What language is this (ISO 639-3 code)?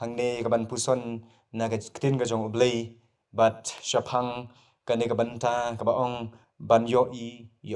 kha